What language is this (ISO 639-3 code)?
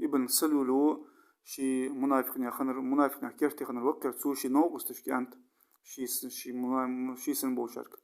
inh